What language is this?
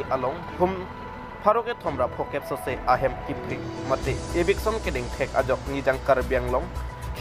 Karbi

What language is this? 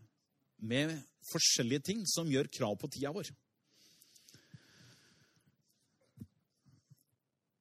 Norwegian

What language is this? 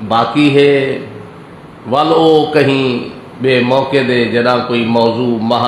Saraiki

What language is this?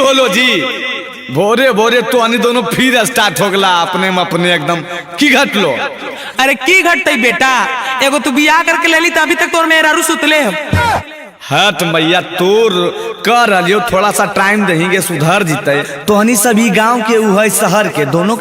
Magahi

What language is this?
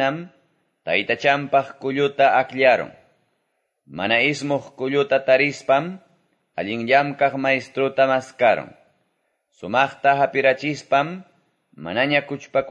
Quechua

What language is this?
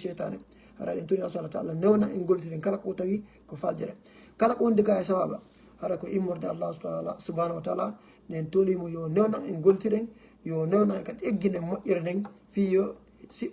Fula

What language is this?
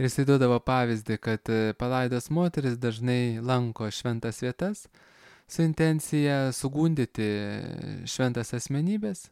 Lithuanian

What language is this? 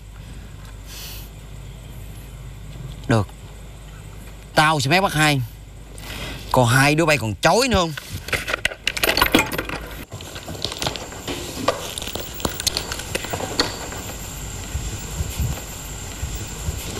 Vietnamese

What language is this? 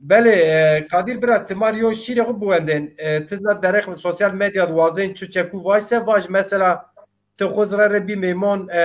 Zaza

